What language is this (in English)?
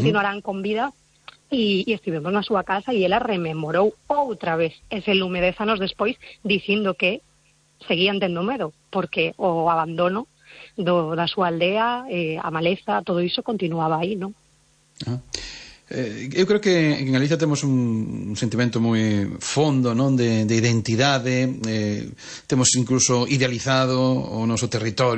Galician